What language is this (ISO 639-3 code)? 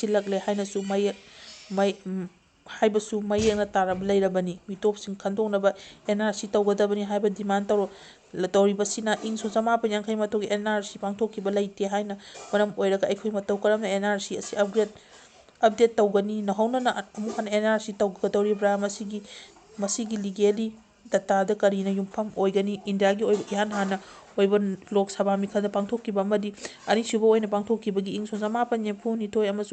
mni